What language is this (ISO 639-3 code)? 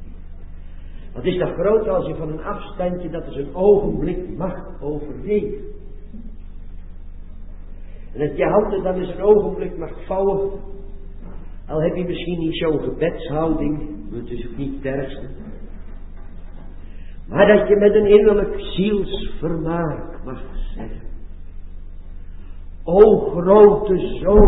nld